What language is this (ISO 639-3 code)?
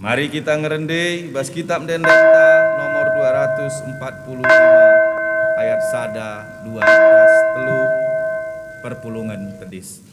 btx